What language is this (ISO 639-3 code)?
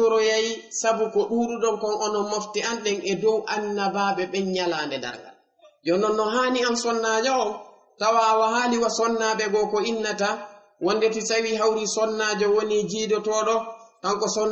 ful